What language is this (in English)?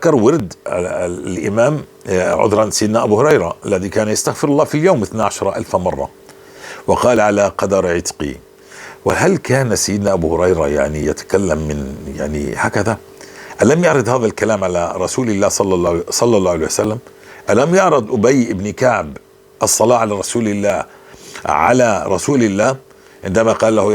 North Levantine Arabic